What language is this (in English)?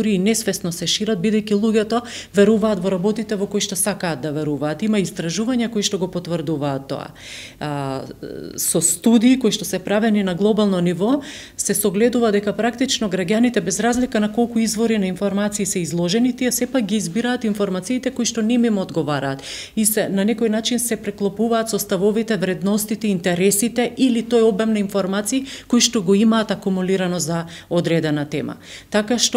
Macedonian